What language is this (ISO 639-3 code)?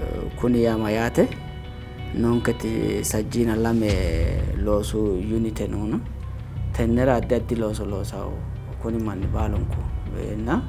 sid